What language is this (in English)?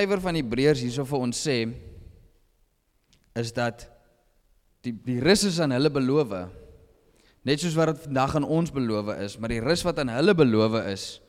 Afrikaans